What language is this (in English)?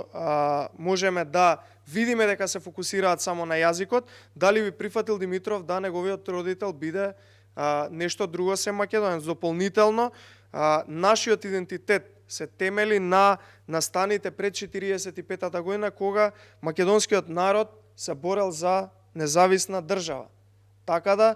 Macedonian